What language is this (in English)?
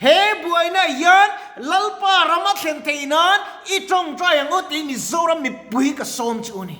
Mizo